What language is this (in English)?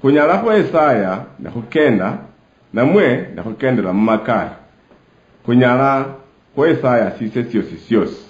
Luyia